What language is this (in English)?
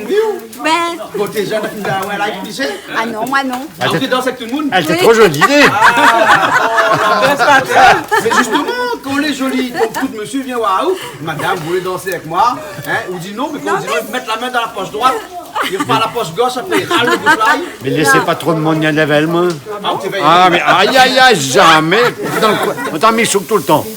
Réunion Creole French